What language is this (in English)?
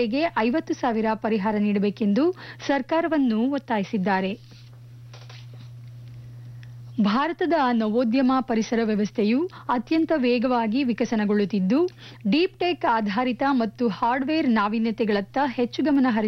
Kannada